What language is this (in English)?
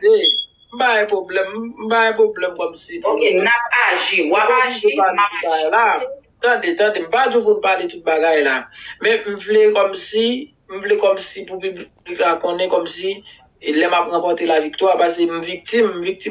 Haitian Creole